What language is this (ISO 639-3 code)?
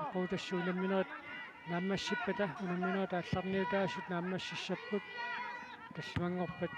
kal